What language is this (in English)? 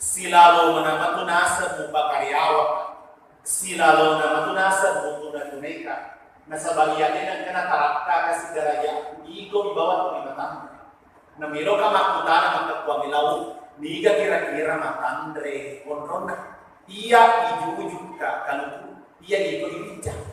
Buginese